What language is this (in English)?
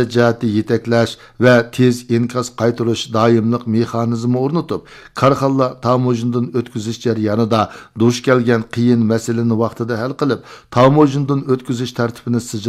Uyghur